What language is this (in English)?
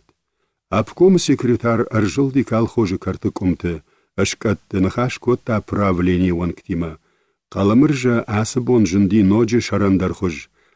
Ossetic